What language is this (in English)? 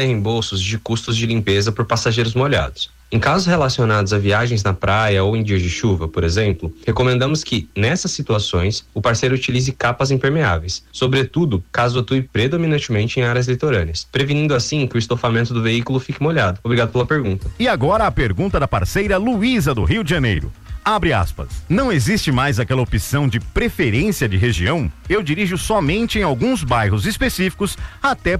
Portuguese